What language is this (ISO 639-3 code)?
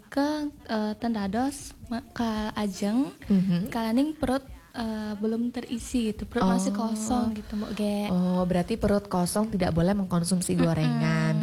ban